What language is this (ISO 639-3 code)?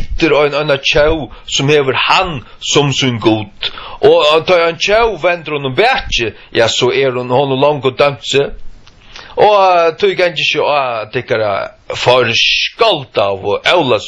fao